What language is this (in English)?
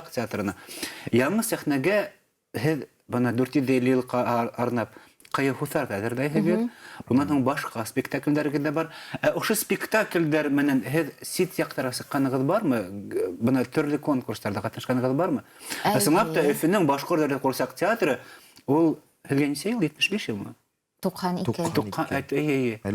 Bashkir